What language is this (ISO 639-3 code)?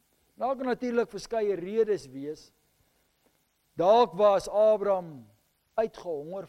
afr